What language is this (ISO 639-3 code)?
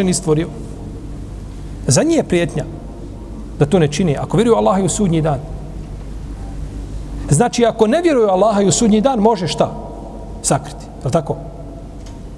bos